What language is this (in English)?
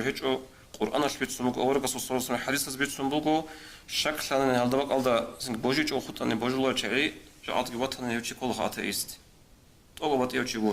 Avaric